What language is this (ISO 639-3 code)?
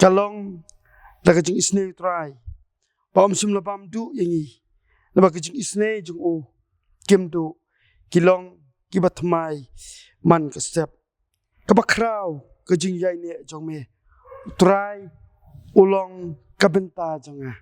kha